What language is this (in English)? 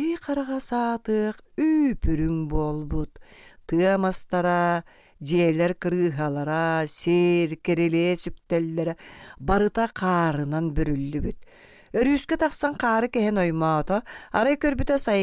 Yakut